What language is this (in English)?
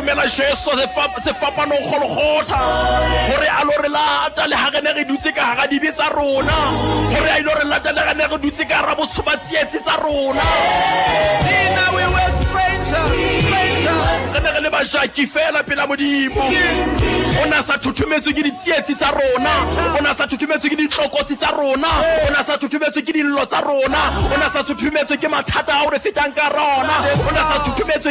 Southern Sotho